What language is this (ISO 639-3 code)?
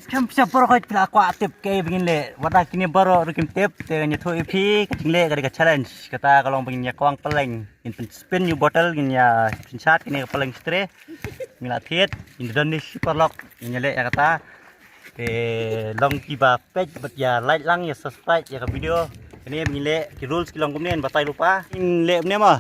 kha